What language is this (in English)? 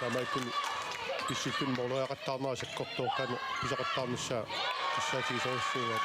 Kalaallisut